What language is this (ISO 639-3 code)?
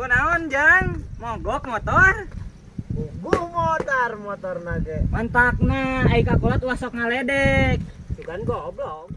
sun